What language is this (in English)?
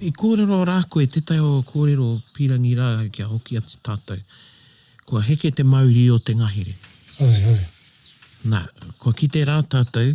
Māori